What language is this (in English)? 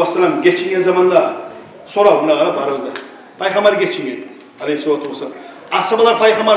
Kumyk